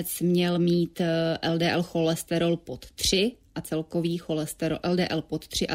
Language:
Czech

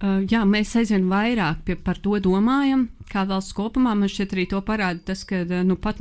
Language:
Latvian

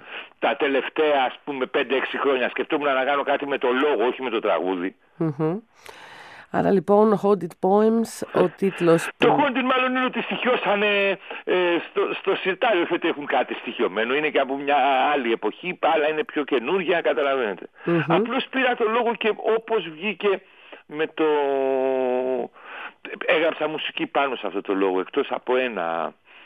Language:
Greek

